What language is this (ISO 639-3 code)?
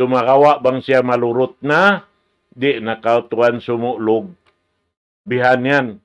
tsg